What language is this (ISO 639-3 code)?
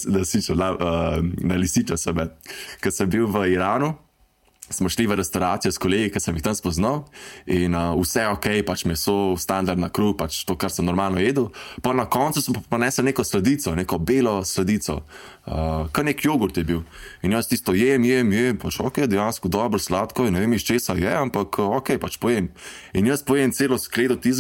slv